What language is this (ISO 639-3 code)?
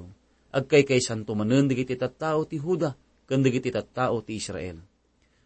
ilo